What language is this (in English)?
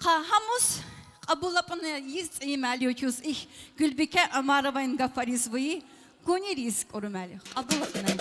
Tabassaran